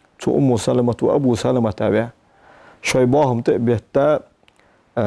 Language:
Ingush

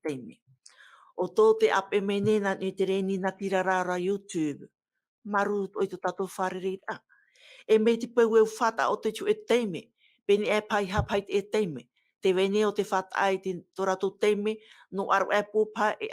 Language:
Tahitian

